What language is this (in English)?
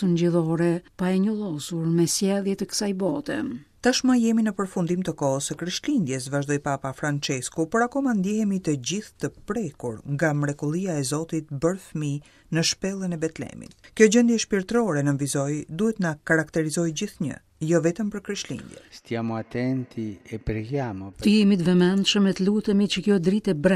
Albanian